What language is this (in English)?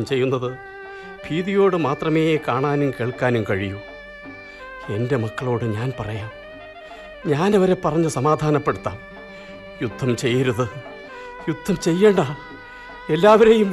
Malayalam